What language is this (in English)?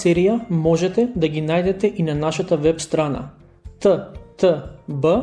Macedonian